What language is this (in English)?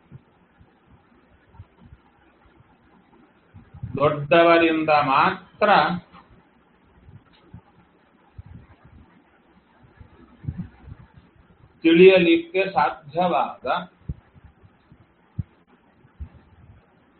Kannada